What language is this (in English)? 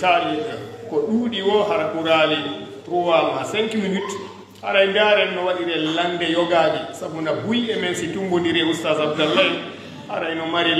Fula